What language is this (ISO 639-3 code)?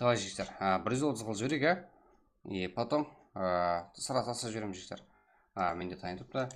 kaa